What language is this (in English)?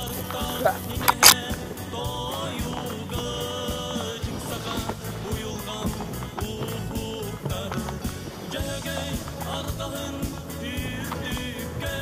Yakut